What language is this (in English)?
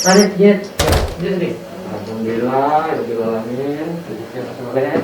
Minangkabau